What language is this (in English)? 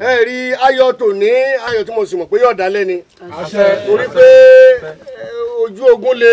Yoruba